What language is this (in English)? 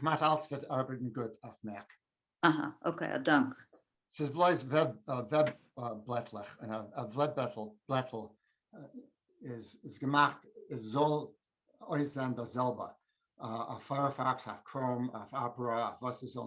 Yiddish